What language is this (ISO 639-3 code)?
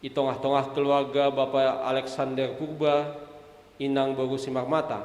bts